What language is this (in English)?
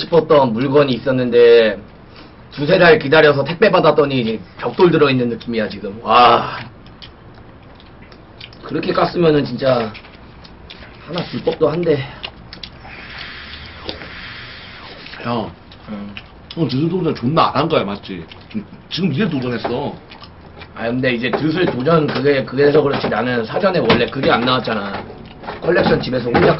Korean